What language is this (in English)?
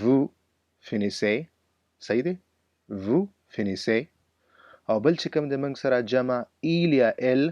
Pashto